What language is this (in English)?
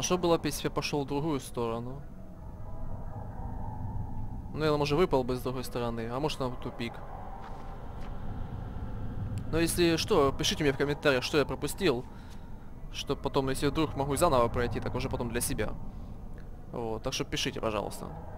Russian